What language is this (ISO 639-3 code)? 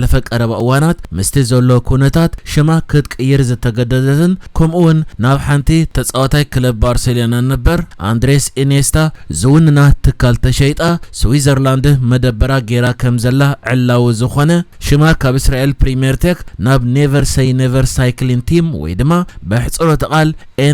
tir